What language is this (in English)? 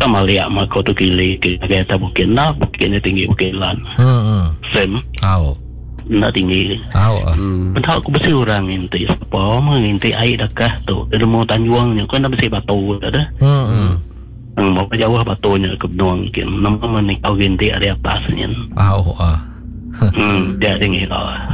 Iban